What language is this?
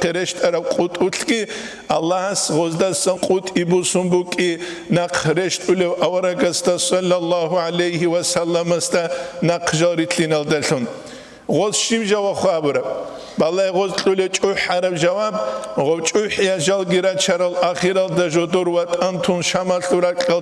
Avaric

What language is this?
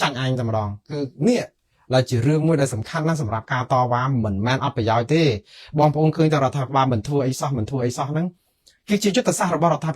Khmer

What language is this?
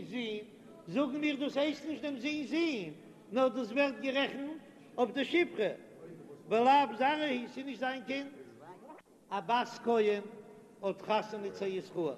Yiddish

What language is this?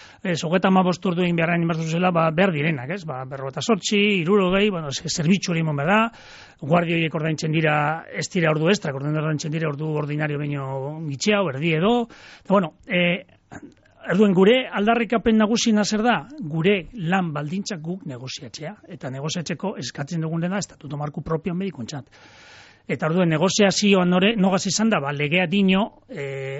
Basque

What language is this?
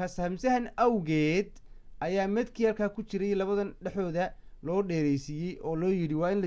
Somali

